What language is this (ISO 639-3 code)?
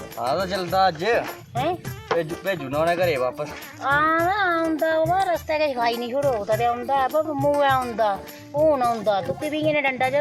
doi